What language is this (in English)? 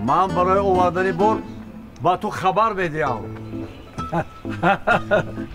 Tajik